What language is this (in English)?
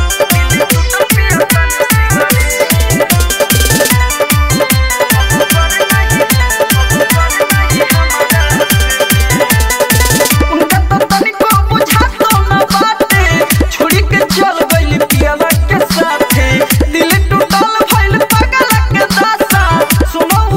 Bhojpuri